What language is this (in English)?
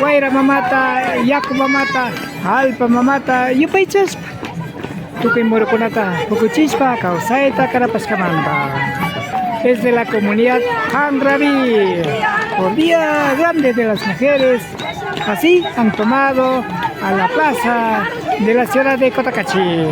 Imbabura Highland Quichua